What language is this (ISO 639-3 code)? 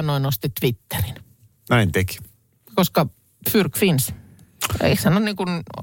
fin